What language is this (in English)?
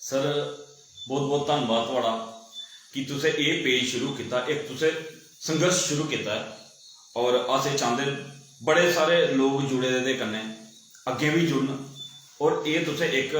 Dogri